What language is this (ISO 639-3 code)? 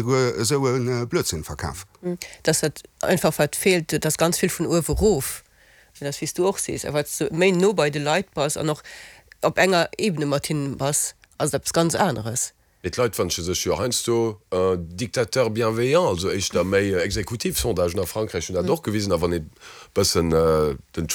ltz